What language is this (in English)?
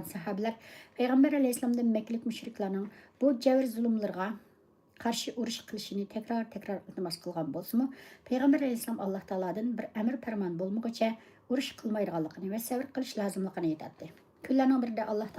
Uyghur